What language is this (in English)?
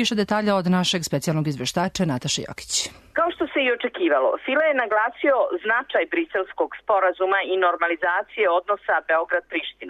Serbian